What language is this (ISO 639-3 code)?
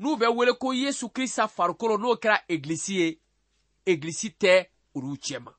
bam